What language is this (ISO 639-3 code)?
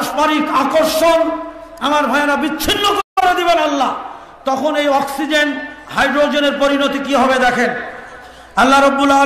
ben